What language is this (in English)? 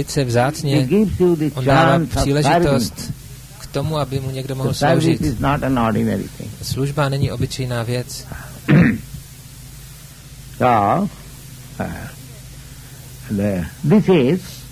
Czech